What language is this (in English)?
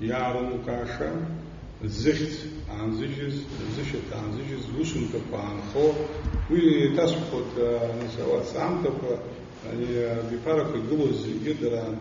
Abkhazian